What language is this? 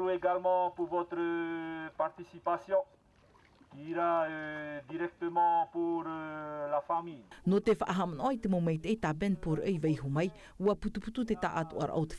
Tahitian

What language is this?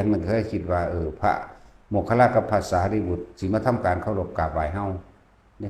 Lao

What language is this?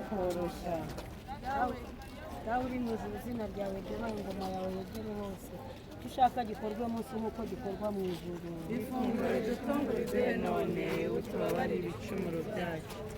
Kinyarwanda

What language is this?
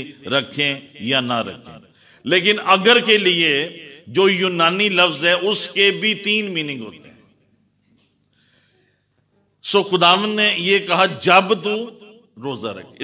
Urdu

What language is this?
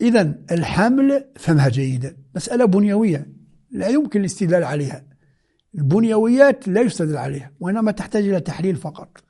Moroccan Arabic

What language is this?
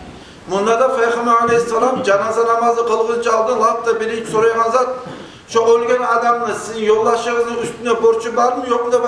Kumyk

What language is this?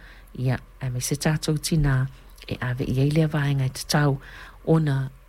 Samoan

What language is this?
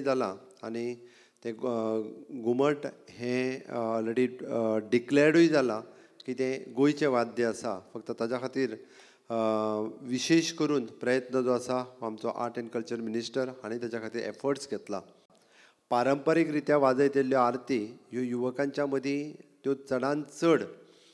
Konkani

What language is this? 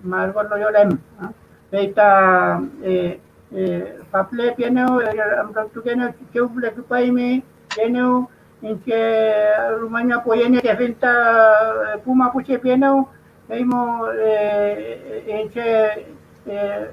Mapuche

